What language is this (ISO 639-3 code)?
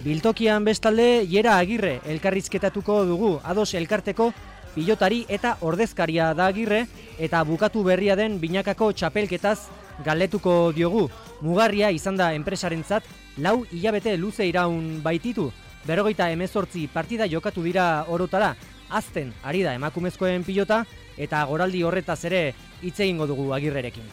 eus